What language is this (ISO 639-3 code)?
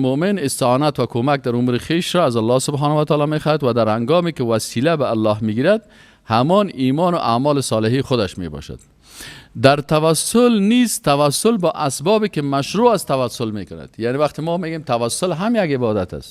fas